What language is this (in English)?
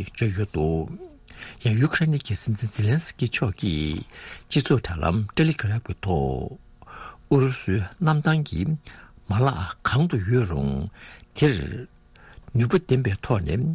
Tibetan